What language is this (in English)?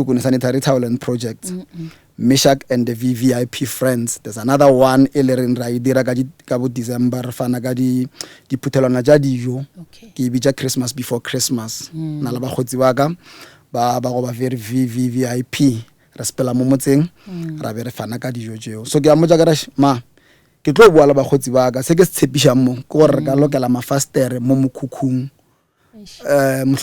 Northern Sotho